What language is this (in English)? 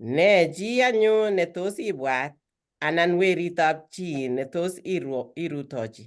Kalenjin